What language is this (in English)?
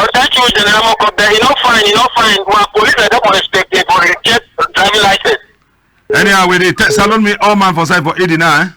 Cameroon Pidgin